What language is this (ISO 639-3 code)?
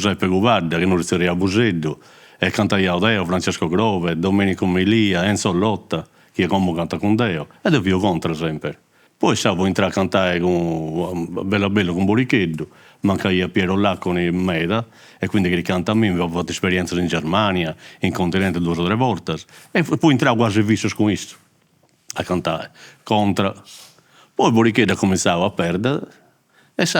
srd